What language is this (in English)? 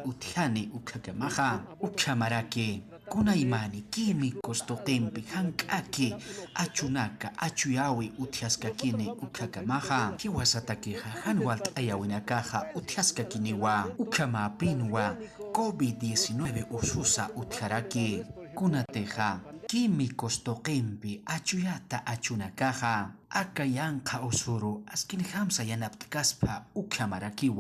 Aymara